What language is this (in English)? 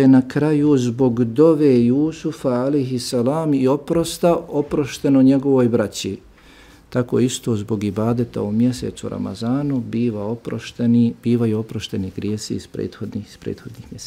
Bosnian